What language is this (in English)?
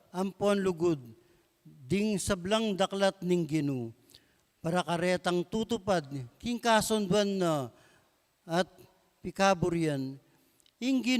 Pampanga